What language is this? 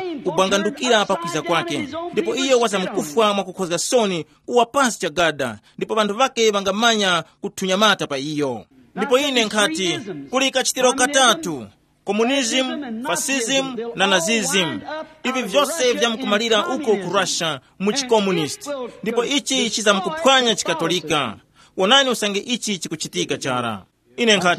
Tumbuka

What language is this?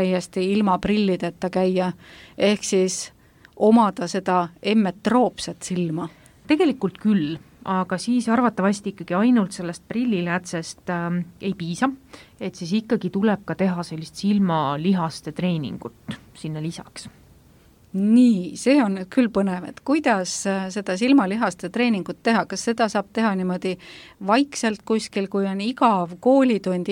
Estonian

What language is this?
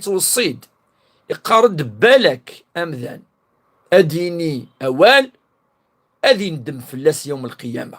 Kabyle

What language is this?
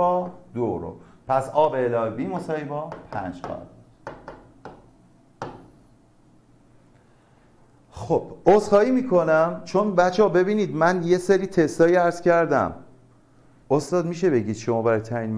Persian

